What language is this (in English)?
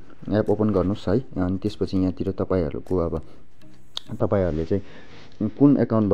Nepali